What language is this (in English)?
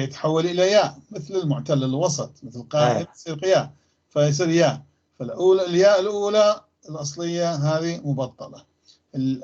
North Levantine Arabic